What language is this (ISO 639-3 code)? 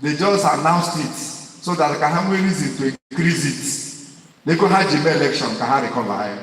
ibo